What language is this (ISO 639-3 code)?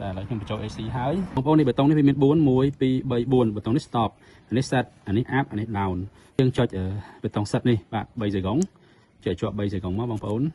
khm